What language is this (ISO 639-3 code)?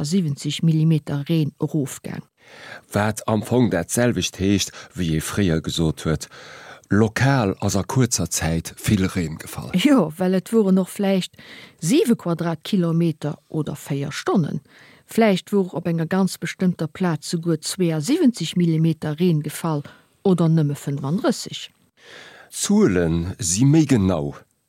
ltz